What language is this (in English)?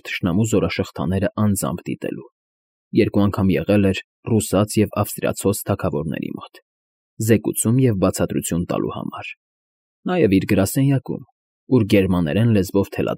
Armenian